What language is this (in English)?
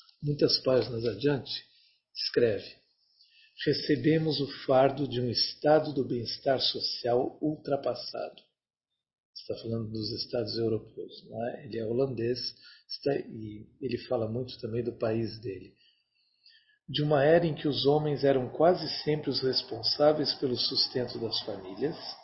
Portuguese